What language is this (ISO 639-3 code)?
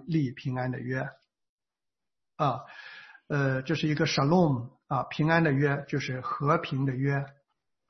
zho